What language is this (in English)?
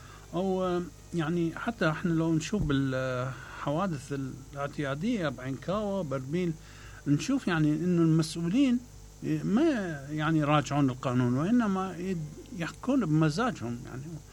Mesopotamian Arabic